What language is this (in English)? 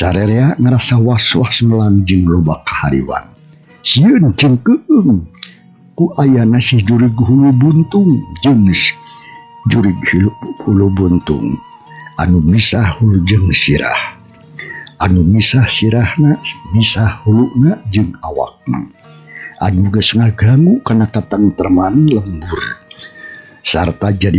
Sundanese